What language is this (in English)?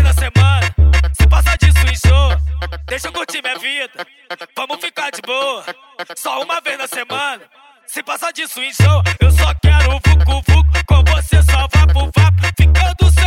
Portuguese